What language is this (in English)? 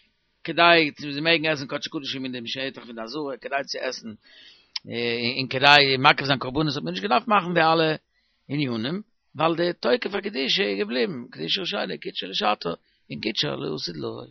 Yiddish